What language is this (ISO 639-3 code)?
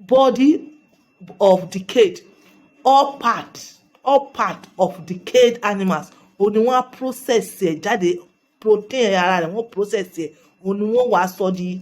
yor